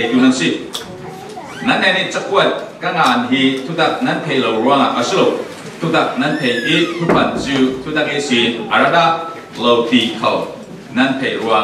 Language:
Falam Chin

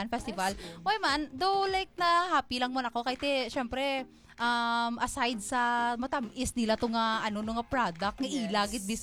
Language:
Hiligaynon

